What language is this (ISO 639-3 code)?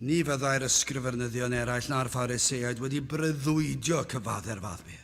cym